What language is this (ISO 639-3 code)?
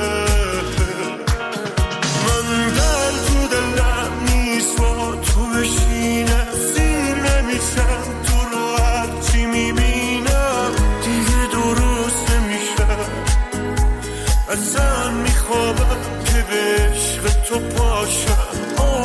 fas